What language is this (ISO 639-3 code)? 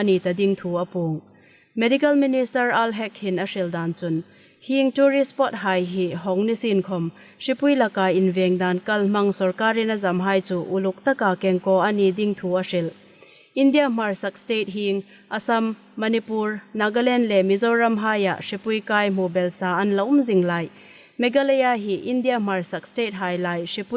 hmr